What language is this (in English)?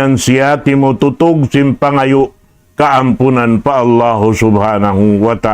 Tausug